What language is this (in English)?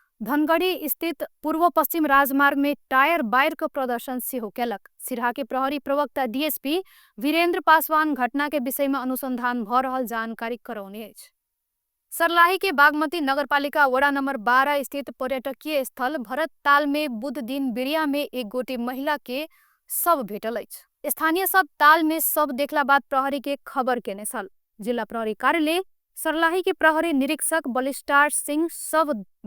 Maithili